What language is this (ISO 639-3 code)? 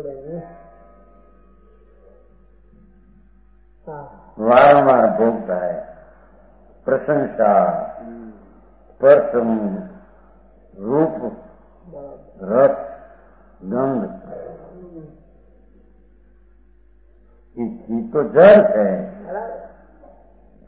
guj